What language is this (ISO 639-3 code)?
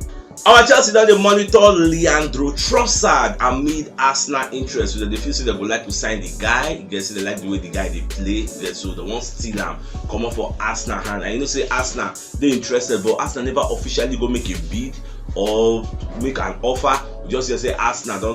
pcm